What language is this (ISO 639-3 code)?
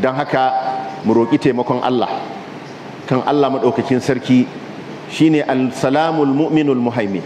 hau